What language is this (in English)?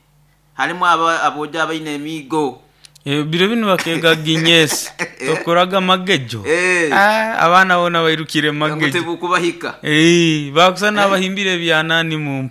Nyoro